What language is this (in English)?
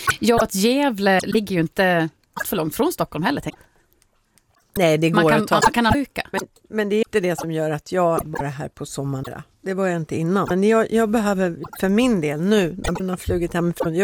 Swedish